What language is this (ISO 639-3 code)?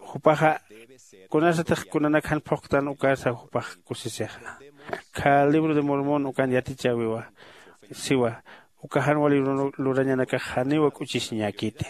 aym